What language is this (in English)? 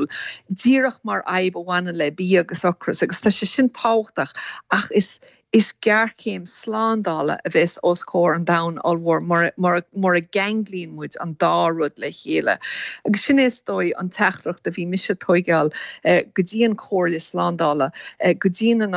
Irish